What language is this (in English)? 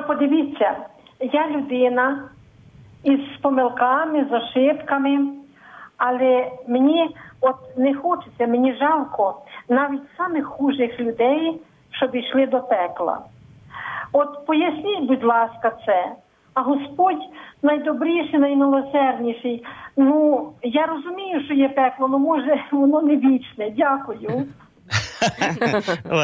Ukrainian